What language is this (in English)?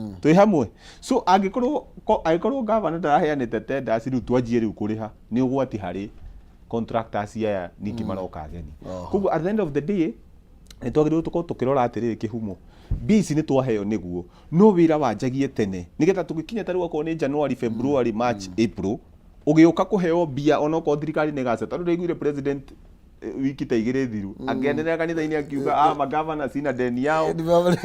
Kikuyu